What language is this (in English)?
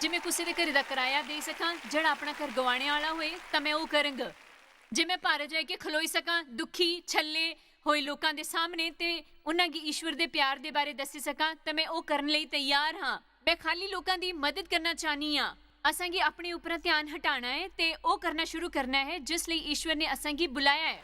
Dogri